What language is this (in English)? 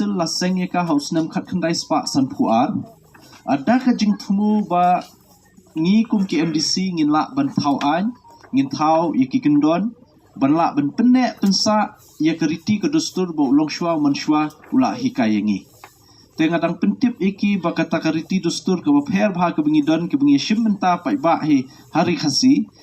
Khasi